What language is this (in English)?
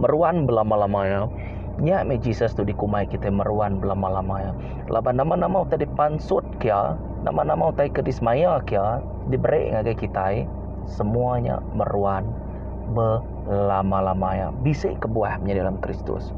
Iban